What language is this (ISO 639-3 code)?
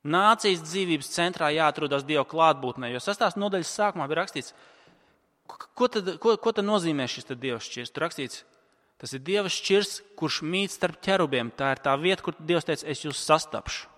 lav